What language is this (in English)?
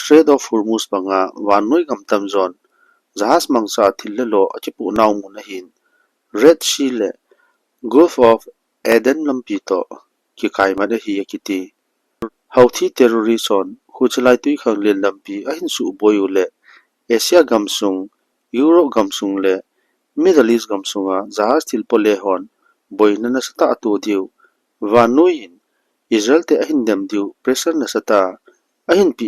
Thado Chin